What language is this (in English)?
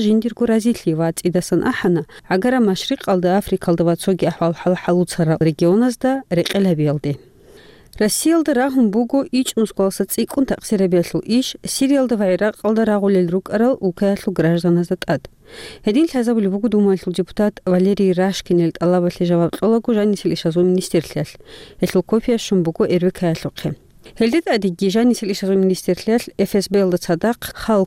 Avaric